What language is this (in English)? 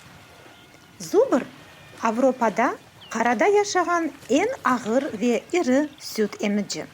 Crimean Tatar